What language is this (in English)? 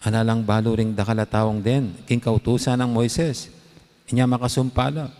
Pampanga